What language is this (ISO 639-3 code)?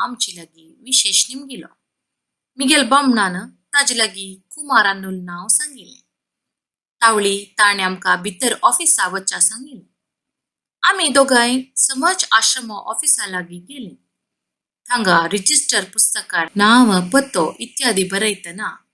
kok